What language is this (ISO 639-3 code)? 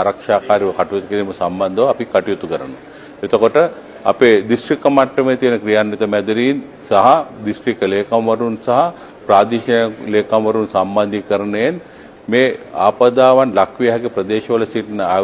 sin